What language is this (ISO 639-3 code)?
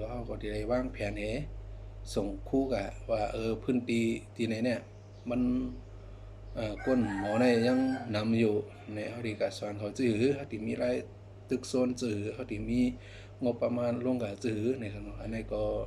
shn